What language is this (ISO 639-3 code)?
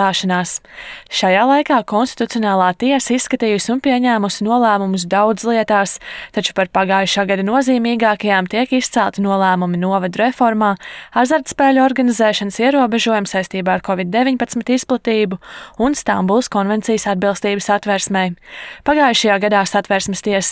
lav